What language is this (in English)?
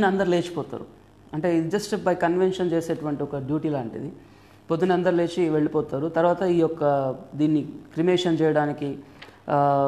Telugu